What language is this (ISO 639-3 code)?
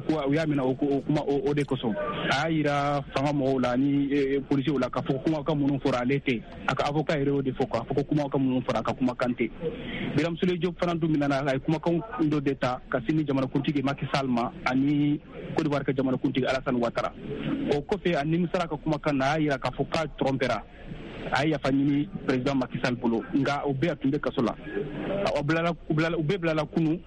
bam